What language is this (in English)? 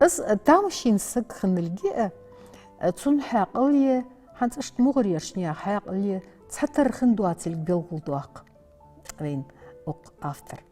Ingush